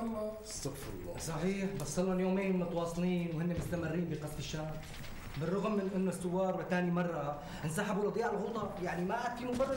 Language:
North Levantine Arabic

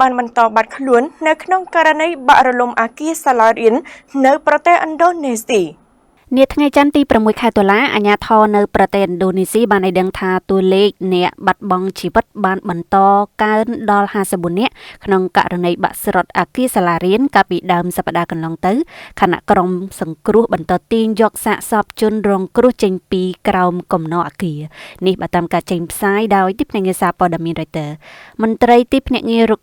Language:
Khmer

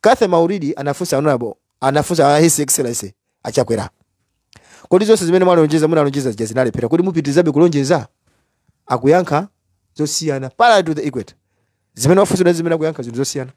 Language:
Nyanja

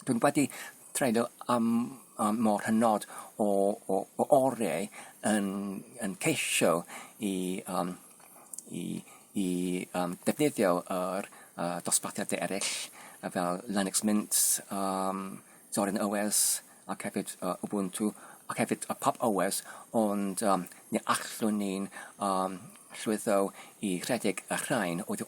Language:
Welsh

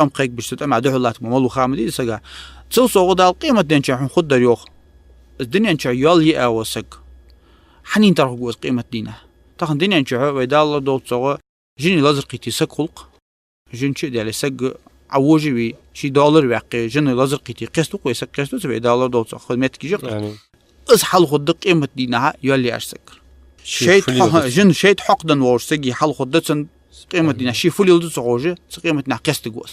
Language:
Ingush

